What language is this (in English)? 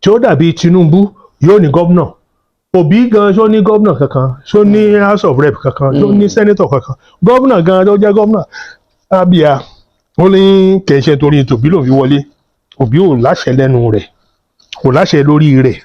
Yoruba